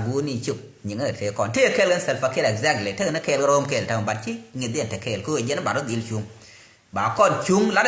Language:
Nuer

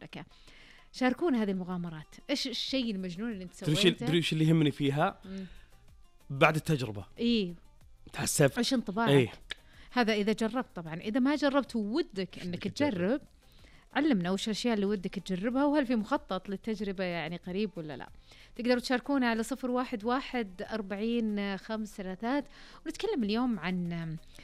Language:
Najdi Arabic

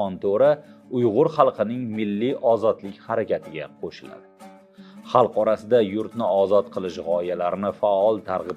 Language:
Uyghur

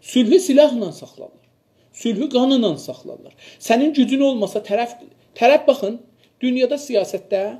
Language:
South Azerbaijani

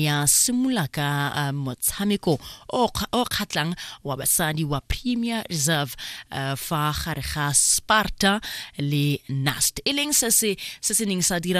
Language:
Tswana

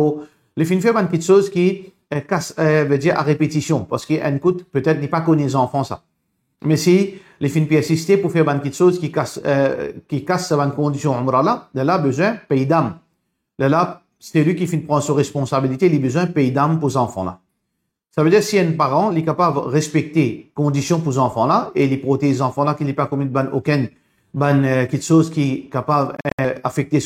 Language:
Morisyen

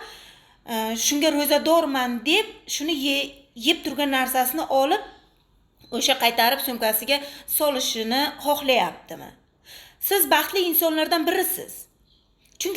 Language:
Uzbek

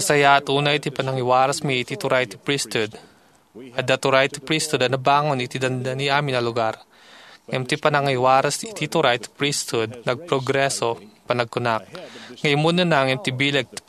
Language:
Iloko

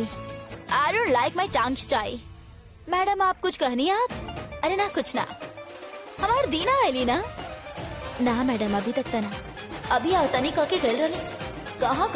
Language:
Bhojpuri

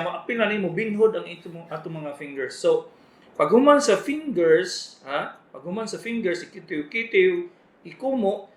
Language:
Cebuano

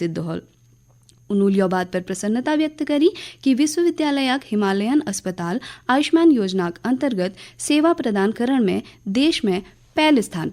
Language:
Garhwali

